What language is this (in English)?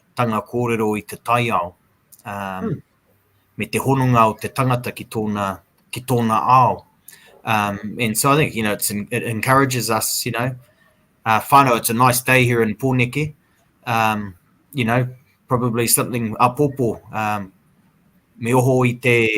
Māori